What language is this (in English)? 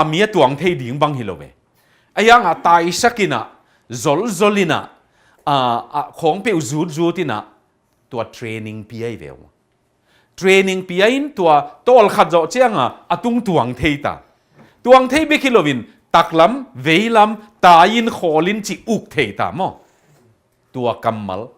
Tedim Chin